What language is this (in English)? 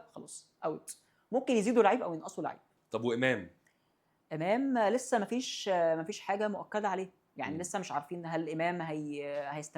Egyptian Arabic